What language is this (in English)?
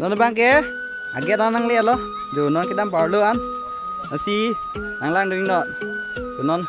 Karbi